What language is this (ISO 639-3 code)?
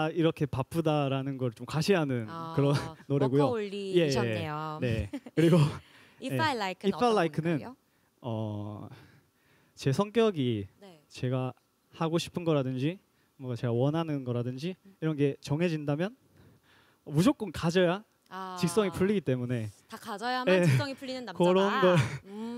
kor